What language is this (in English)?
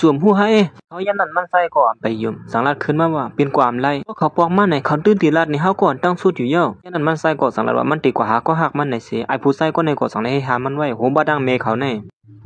Shan